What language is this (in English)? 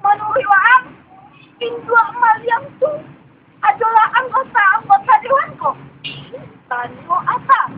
Minangkabau